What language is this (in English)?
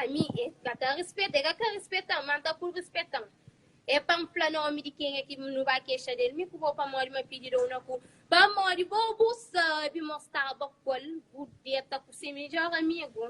Kabuverdianu